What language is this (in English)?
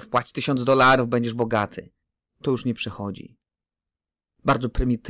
Polish